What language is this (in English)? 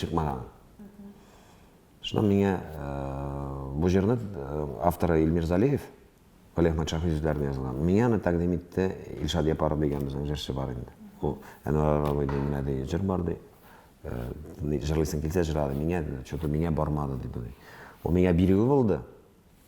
Tatar